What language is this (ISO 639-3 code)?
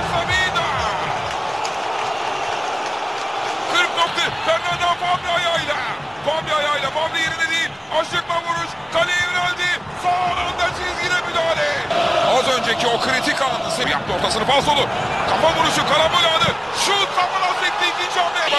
tur